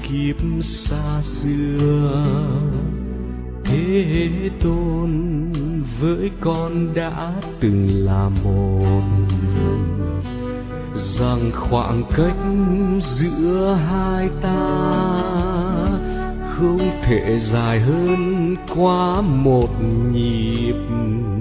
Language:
Vietnamese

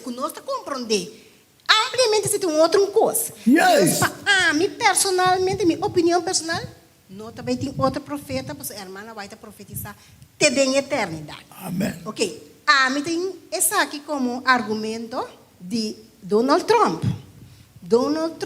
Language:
Papiamento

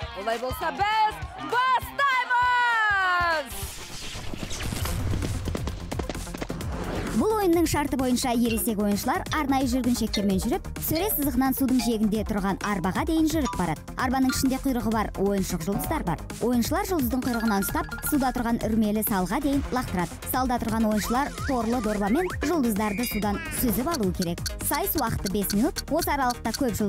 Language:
Kazakh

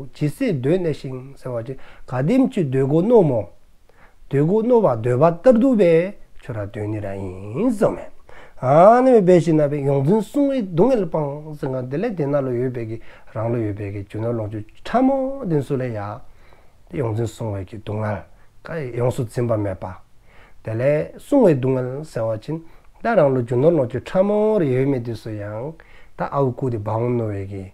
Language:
Dzongkha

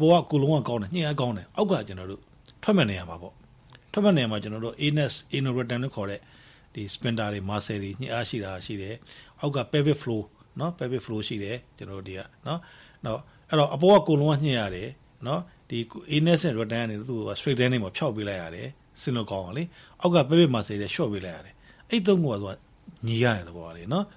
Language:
Burmese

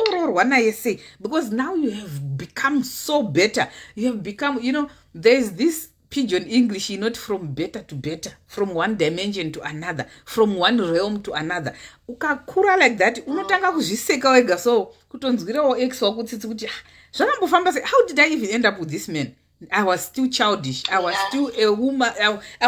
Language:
Shona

